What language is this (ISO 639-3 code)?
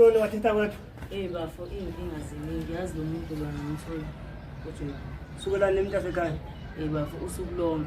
zul